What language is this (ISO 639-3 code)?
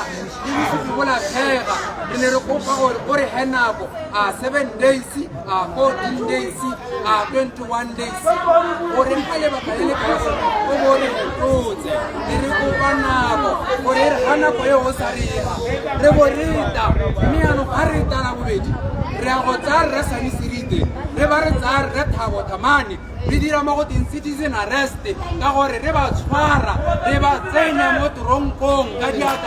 tsn